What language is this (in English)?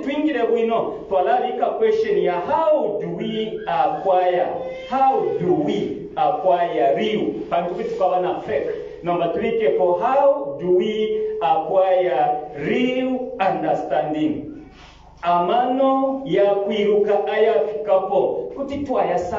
Bemba